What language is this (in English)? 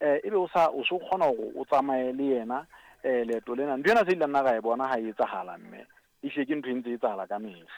Southern Sotho